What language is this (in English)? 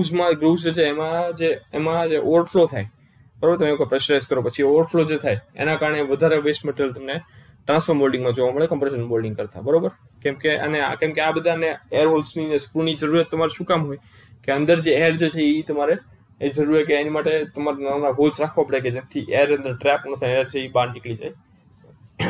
Gujarati